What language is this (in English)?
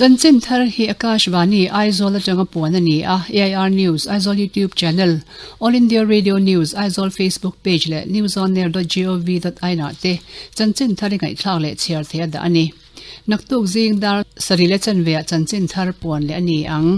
Mizo